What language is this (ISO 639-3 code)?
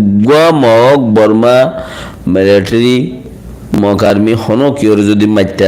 rhg